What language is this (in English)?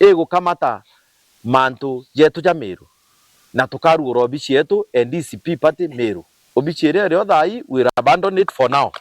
Meru